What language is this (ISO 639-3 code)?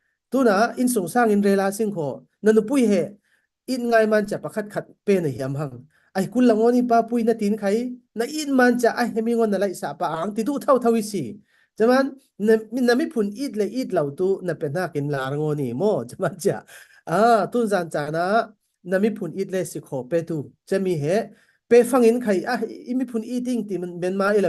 cfm